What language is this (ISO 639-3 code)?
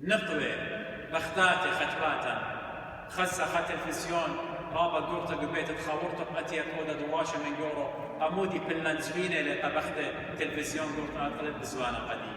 aii